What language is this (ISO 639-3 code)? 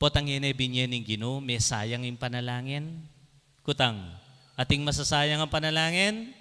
pam